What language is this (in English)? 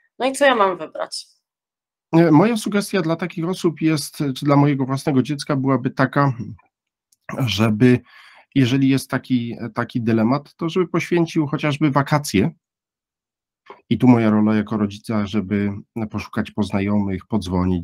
Polish